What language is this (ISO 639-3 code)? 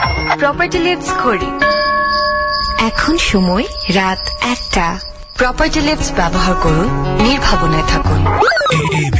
ben